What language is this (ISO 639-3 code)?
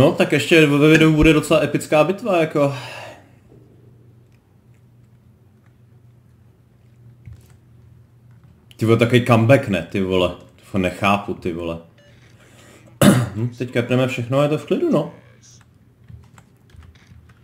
ces